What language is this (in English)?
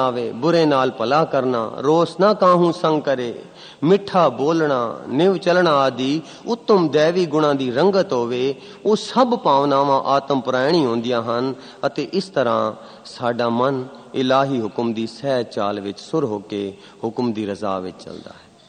Punjabi